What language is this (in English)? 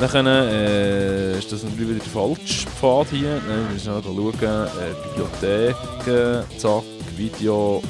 Swiss German